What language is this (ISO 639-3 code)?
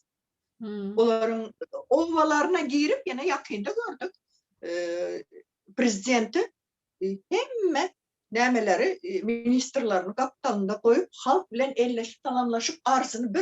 tuk